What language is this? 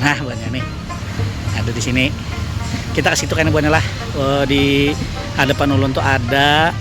Banjar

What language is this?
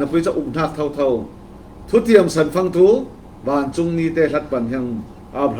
Falam Chin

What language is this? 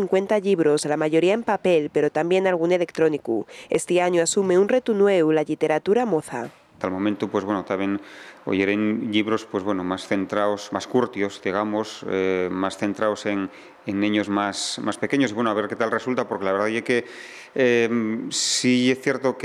Asturian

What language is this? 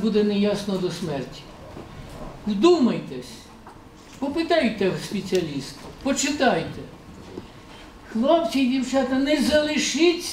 Ukrainian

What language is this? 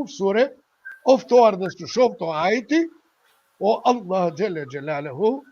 Balkan Romani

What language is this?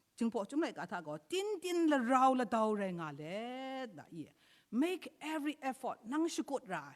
Kachin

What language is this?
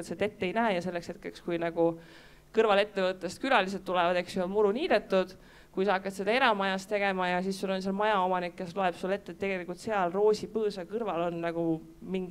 Estonian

